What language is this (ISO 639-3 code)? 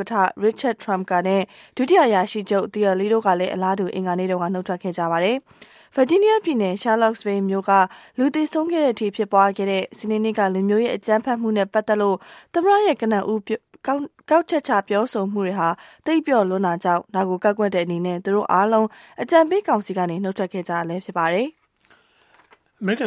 mya